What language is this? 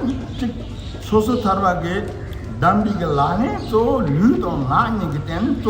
Tibetan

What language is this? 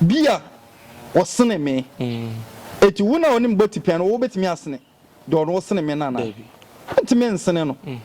Akan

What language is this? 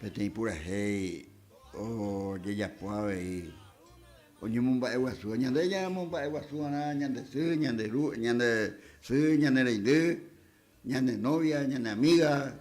Guarani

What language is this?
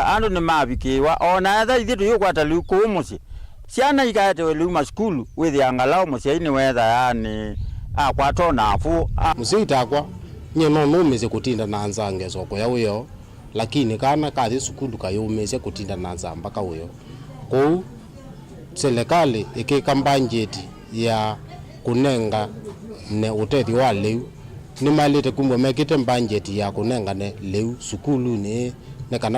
Kamba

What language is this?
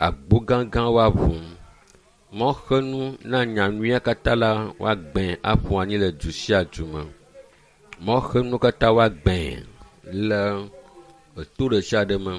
Ewe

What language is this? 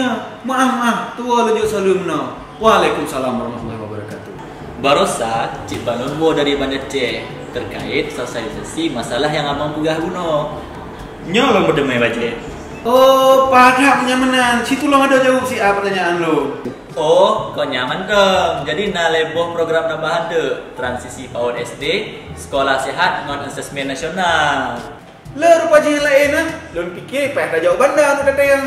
Achinese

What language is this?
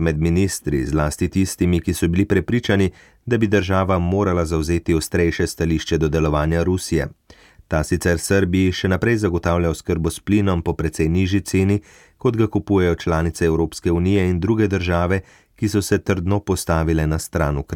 Slovenian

